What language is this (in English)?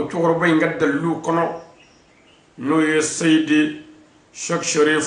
Bambara